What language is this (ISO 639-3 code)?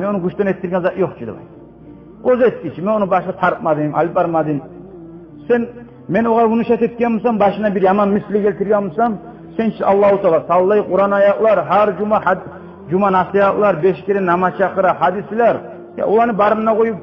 kum